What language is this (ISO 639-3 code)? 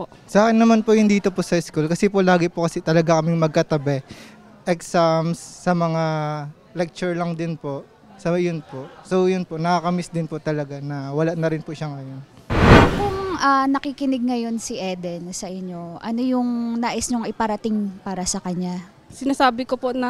fil